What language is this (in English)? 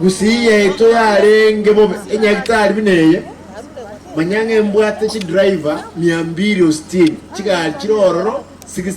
Gusii